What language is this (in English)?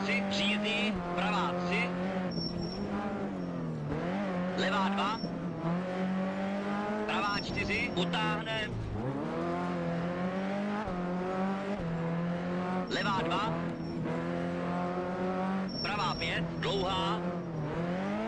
Czech